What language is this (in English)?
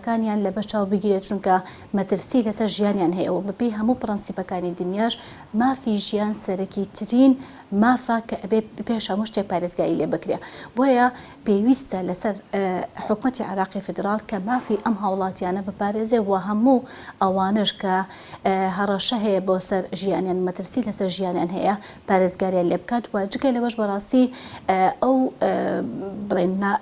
Central Kurdish